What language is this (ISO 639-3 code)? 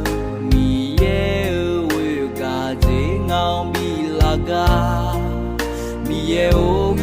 ahk